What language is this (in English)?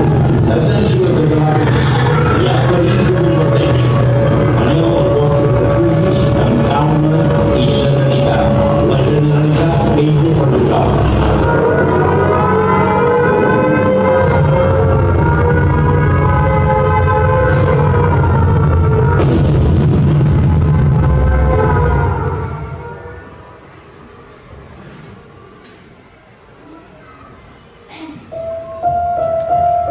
Catalan